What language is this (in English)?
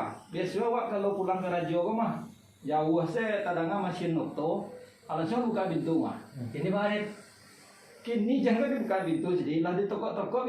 Minangkabau